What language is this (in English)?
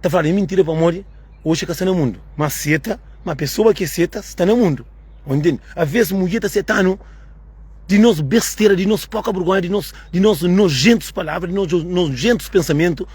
Kabuverdianu